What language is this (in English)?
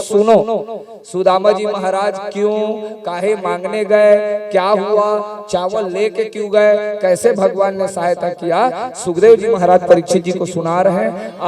Chhattisgarhi